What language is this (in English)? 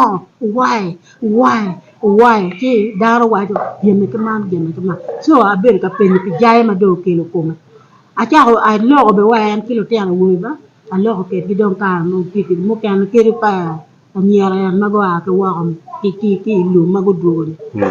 Acoli